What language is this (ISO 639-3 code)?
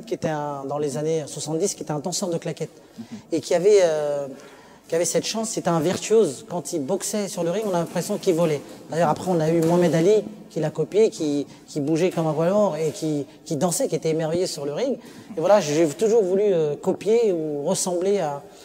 fra